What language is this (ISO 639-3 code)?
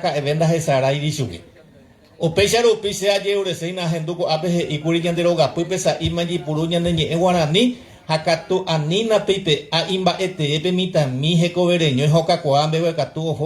grn